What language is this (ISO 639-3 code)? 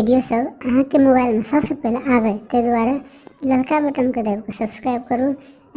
mai